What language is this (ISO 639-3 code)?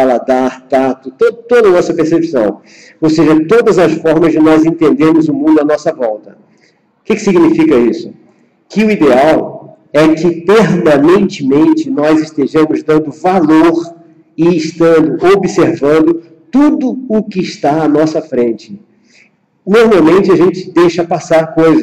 por